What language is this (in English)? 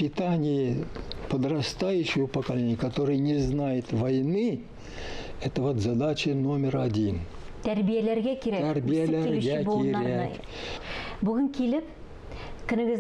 Tatar